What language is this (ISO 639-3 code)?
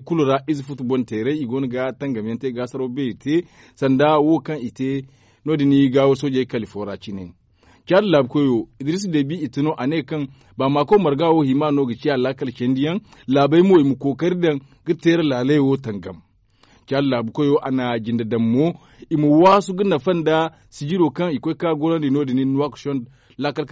dje